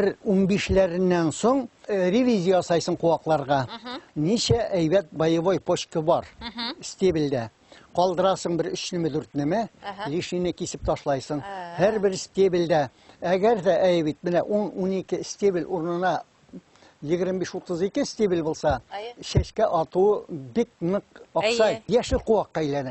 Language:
Bashkir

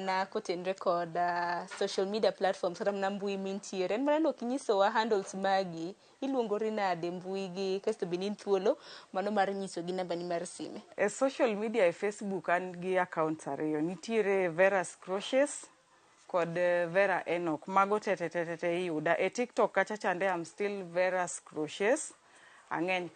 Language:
Luo (Kenya and Tanzania)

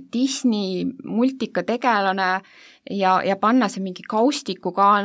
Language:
Estonian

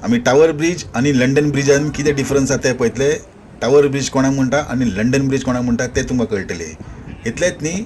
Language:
Konkani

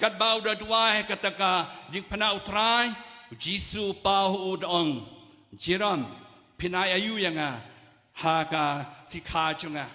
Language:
Khasi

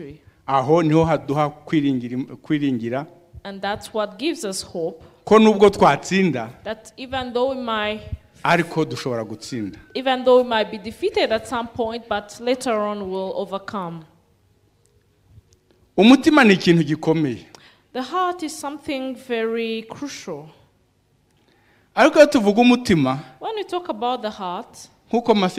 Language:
Kinyarwanda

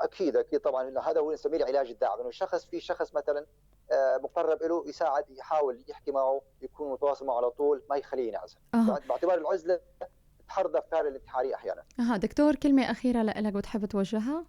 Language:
North Levantine Arabic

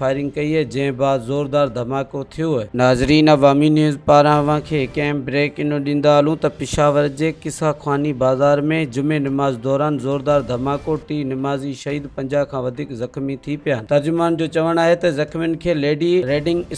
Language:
Sindhi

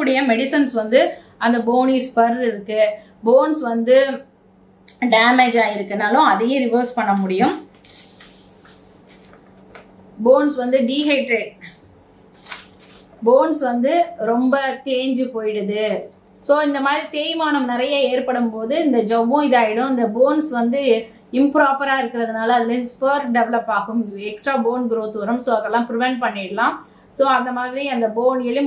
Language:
Tamil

